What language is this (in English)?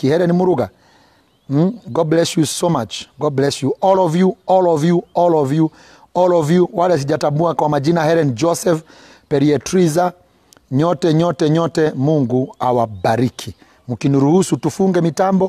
Swahili